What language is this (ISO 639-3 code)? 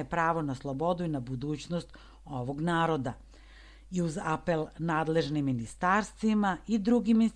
srp